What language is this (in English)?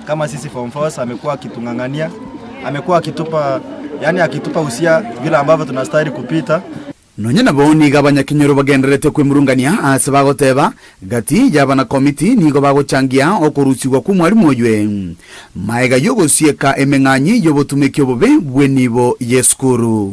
Gusii